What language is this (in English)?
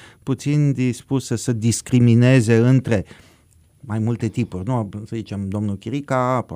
Romanian